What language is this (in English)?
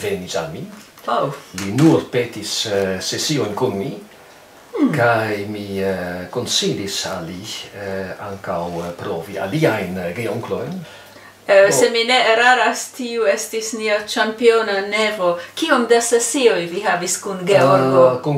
Esperanto